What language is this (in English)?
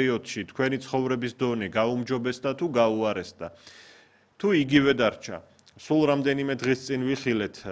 Georgian